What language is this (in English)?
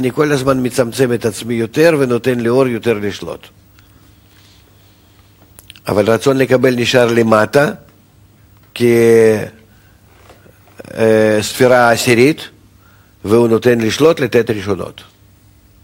Hebrew